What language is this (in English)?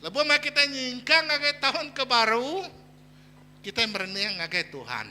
Iban